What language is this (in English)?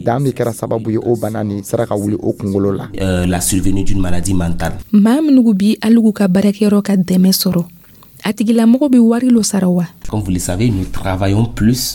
Dyula